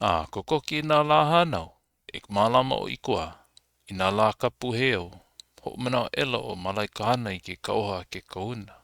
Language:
Hawaiian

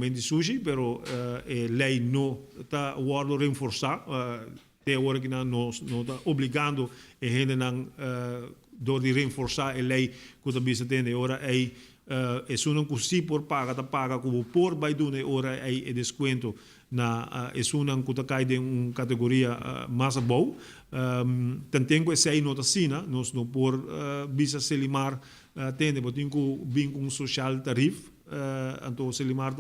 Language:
Papiamento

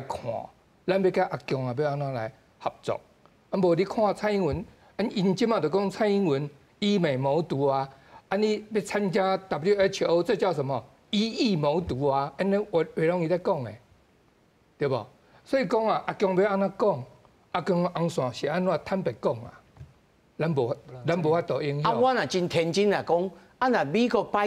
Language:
Min Nan Chinese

